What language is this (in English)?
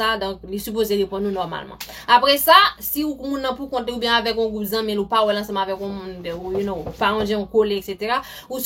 Haitian Creole